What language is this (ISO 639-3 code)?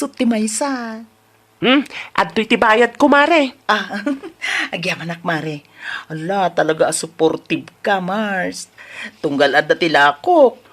ilo